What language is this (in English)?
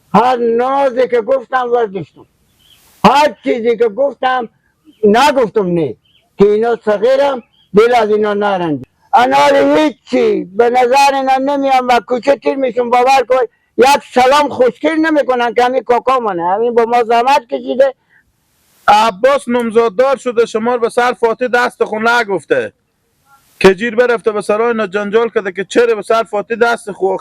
Persian